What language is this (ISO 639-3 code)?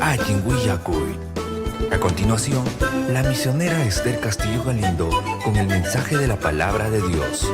quy